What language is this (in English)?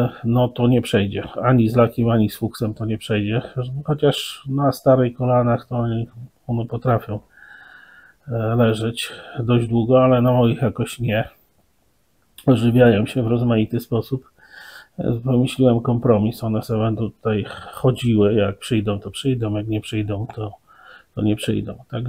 Polish